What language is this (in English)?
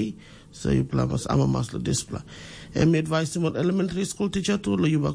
Tok Pisin